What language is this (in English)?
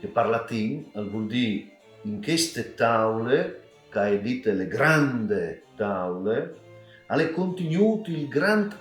Friulian